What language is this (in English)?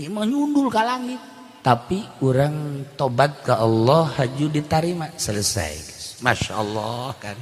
Sundanese